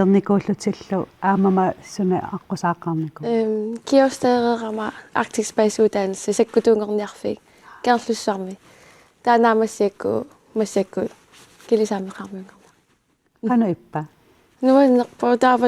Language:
Kalaallisut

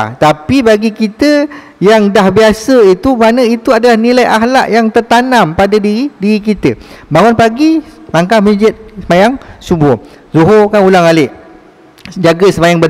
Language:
Malay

